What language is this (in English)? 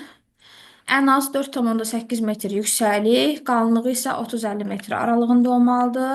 Azerbaijani